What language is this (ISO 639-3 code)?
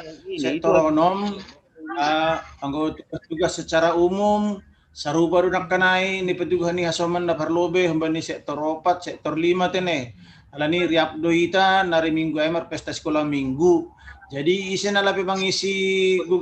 bts